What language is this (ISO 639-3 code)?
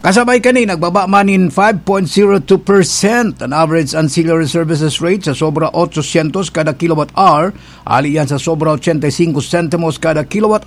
bik